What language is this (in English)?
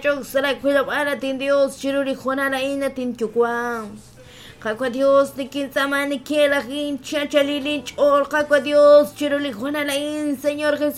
Kekchí